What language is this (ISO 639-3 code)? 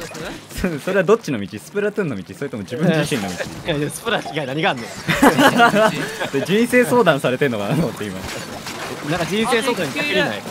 jpn